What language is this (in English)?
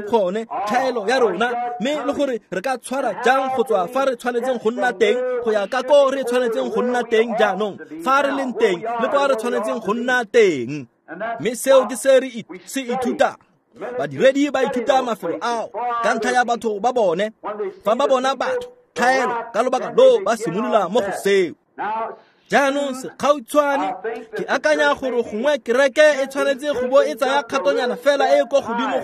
Tswana